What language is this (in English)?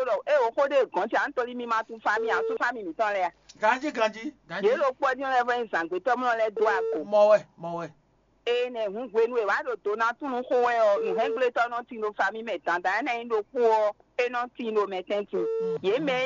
Fon